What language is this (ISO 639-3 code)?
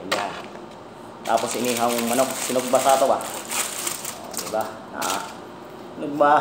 ceb